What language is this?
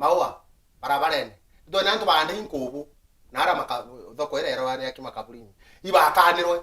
Meru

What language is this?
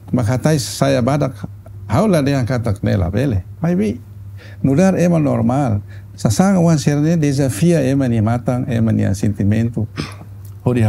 Tetum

